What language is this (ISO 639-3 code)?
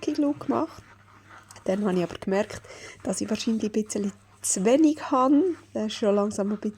gsw